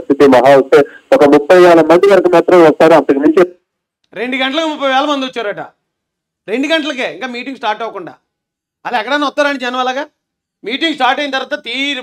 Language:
Telugu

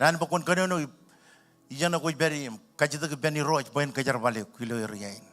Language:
Marshallese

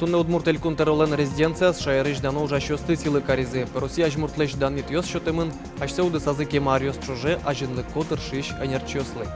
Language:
Udmurt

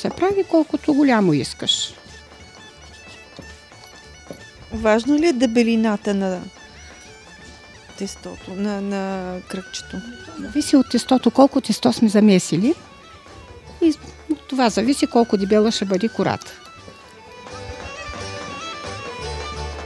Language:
Bulgarian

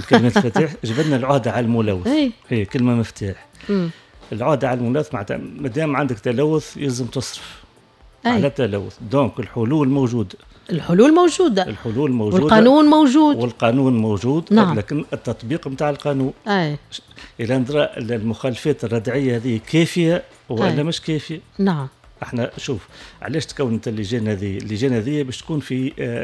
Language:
Tunisian Arabic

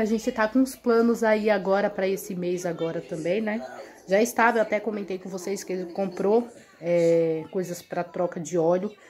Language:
Portuguese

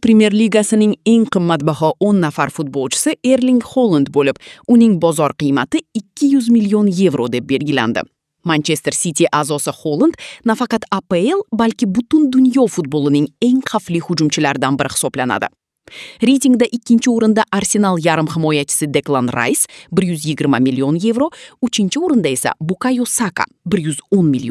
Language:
Uzbek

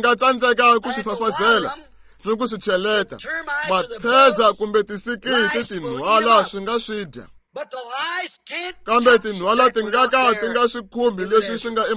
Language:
Tsonga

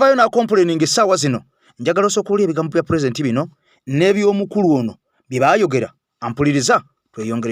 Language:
Ganda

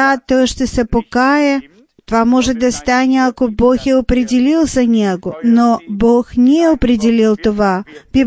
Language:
Bulgarian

